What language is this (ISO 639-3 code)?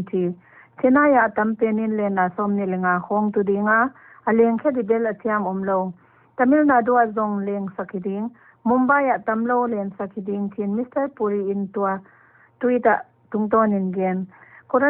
pck